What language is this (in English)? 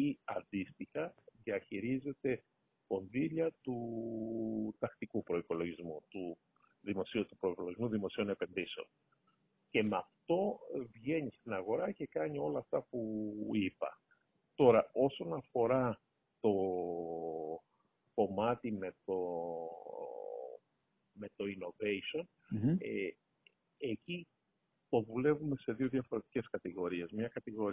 Greek